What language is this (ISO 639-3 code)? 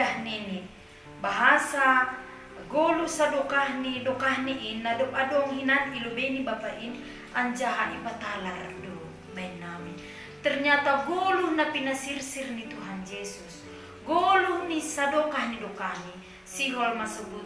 bts